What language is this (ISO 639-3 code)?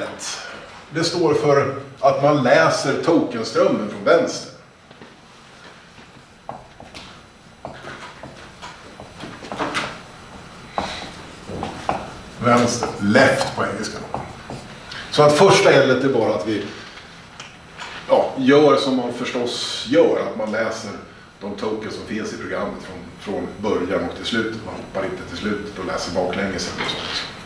swe